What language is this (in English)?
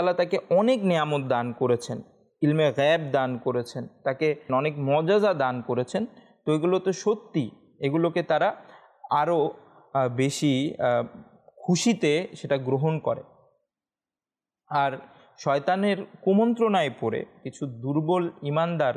Bangla